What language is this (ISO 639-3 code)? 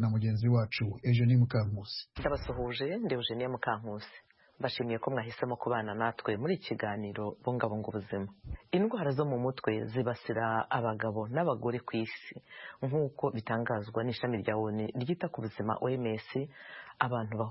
kin